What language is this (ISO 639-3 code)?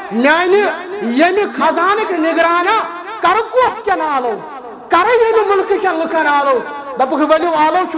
kas